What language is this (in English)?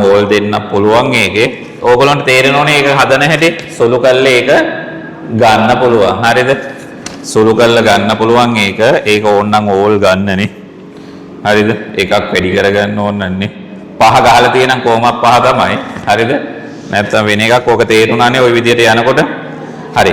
Sinhala